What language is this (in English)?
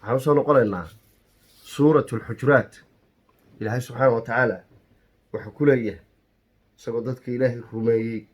Somali